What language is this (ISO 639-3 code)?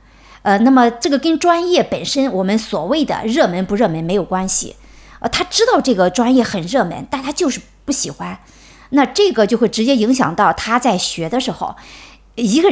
zho